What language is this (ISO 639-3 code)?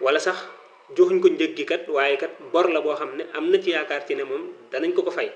wol